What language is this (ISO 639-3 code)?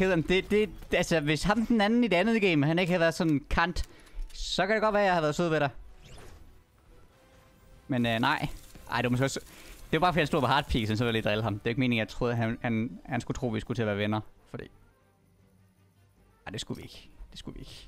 dan